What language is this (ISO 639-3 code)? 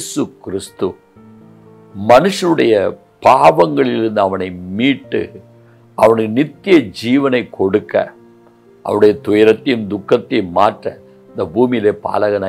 tam